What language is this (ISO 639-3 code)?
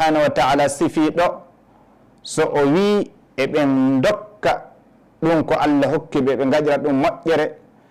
ful